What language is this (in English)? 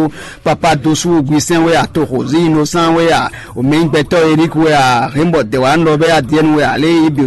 Fon